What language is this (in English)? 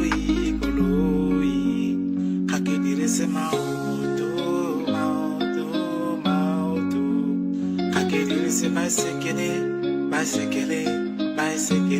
Tswana